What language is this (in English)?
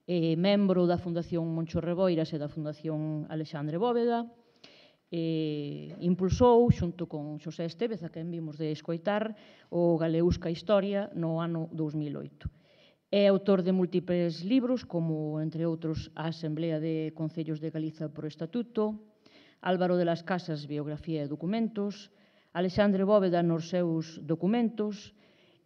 Galician